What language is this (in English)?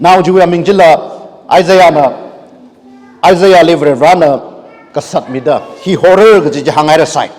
Tangkhul Naga (India)